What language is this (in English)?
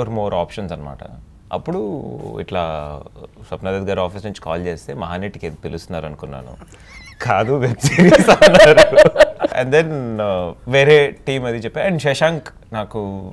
Telugu